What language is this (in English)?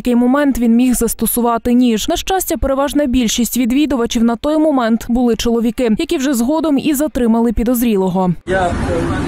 Ukrainian